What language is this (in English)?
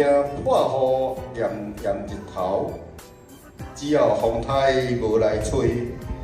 Min Nan Chinese